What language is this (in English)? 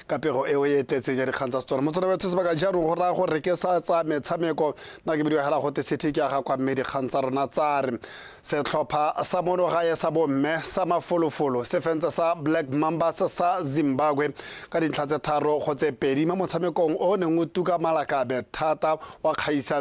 Tswana